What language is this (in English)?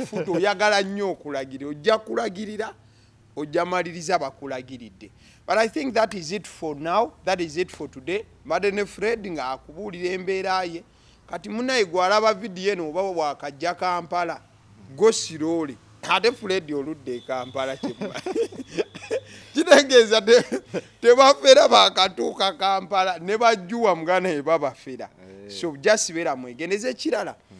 Ganda